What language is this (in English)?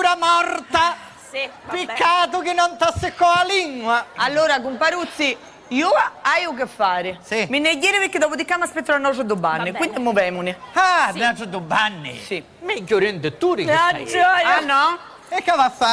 Sicilian